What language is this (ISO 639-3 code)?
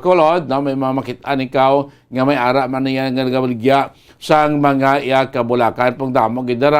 hil